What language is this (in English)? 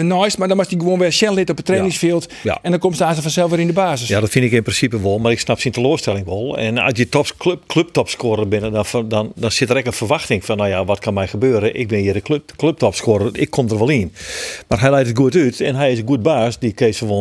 Western Frisian